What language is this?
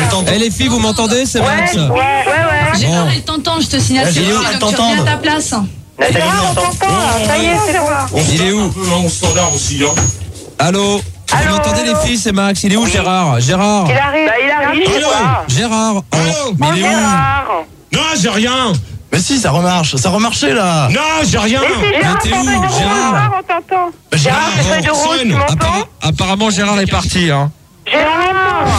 French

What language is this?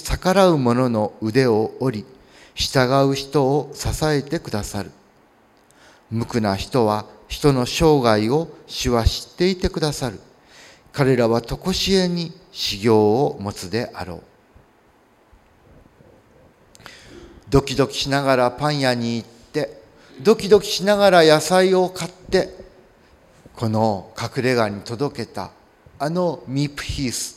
Japanese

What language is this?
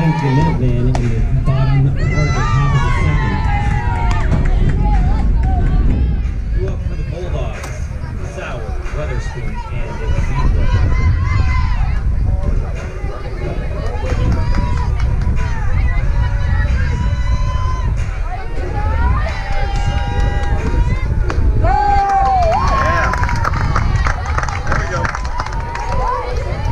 English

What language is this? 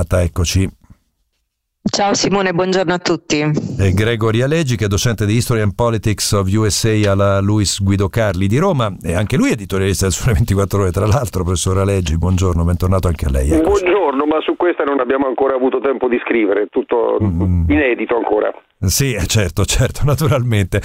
Italian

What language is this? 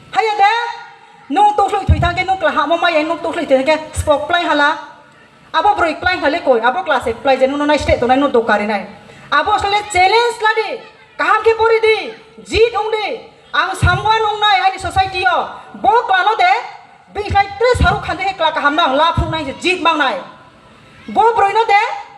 Kok Borok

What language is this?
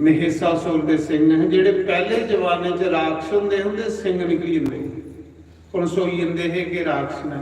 Dogri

